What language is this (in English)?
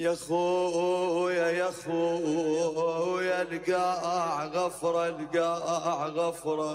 Mesopotamian Arabic